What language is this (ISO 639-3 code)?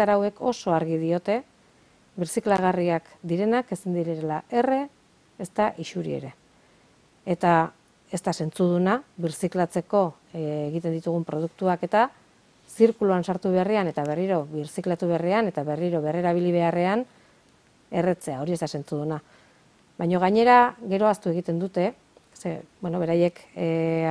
eus